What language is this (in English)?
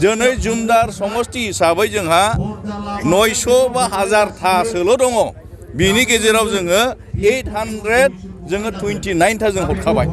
Bodo